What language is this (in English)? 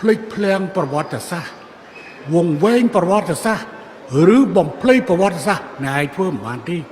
Khmer